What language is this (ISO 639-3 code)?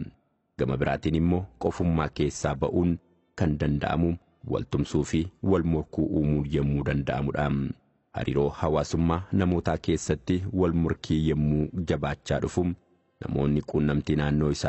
orm